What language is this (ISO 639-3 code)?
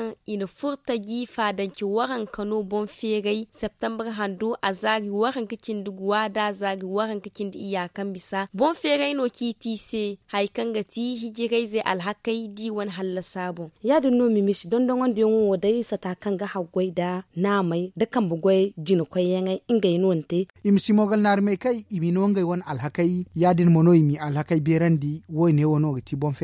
dje